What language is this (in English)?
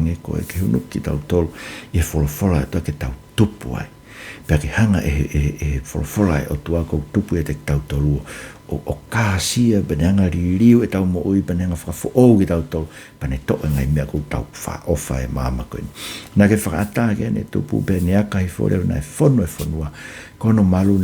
Tongan